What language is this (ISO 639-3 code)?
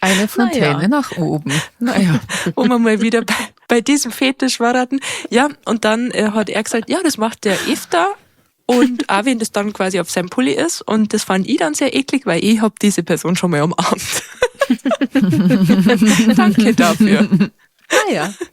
bar